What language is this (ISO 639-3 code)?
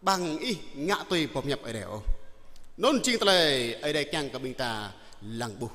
jra